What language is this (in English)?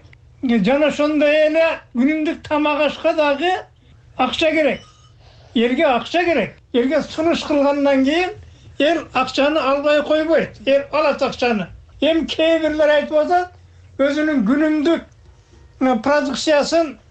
Kyrgyz